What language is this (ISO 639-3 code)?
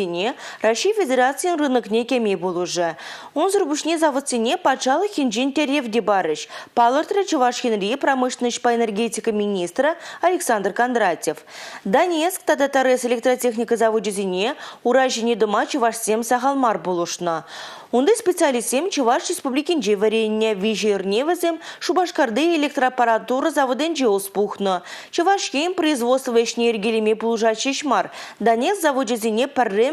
chv